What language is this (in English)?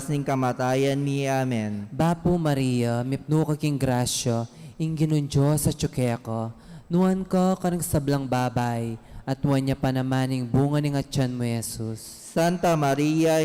Pampanga